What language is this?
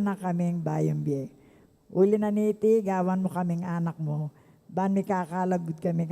Pampanga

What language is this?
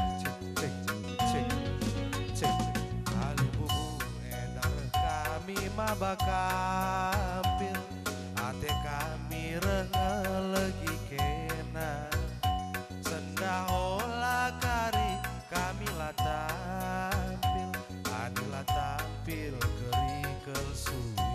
Batak Karo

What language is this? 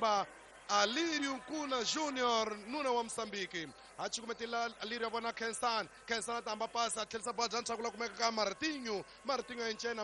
Tsonga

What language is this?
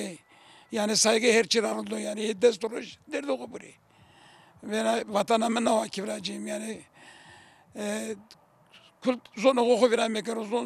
Zaza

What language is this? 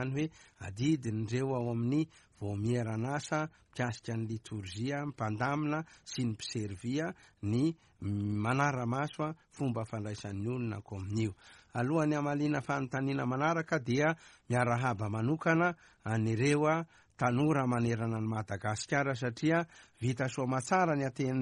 Malagasy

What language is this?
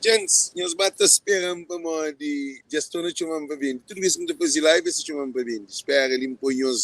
Kabuverdianu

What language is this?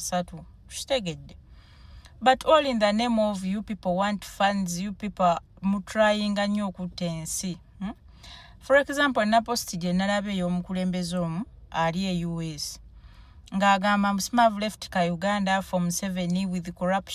Ganda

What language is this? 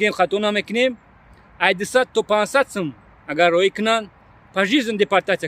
Tajik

